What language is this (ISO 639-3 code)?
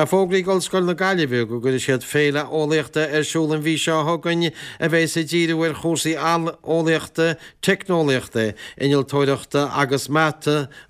gle